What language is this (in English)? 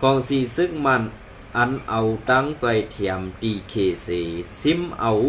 Shan